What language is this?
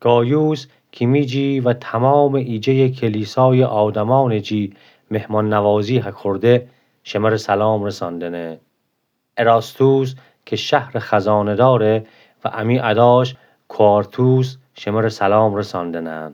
Gilaki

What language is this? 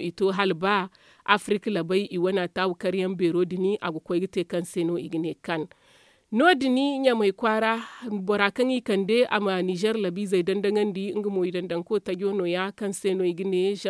Zarma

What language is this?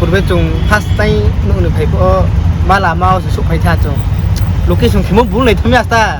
Riang (India)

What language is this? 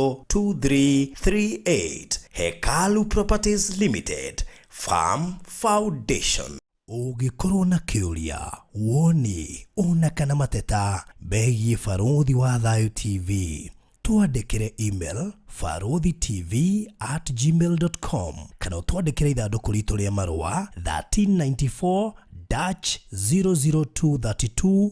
Kikuyu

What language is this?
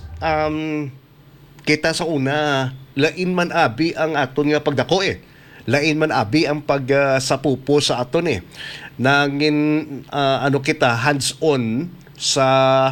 Hiligaynon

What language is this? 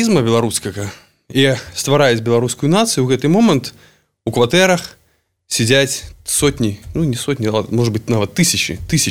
Belarusian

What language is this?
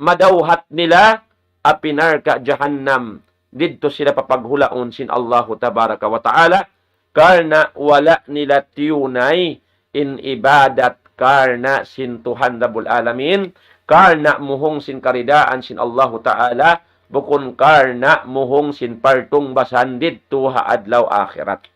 Tausug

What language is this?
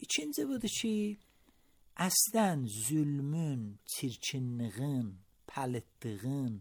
Azerbaijani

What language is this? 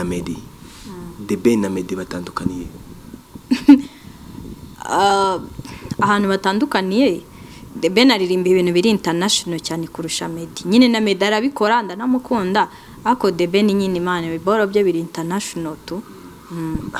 Kinyarwanda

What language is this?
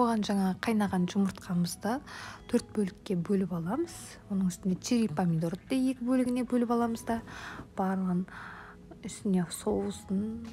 Kazakh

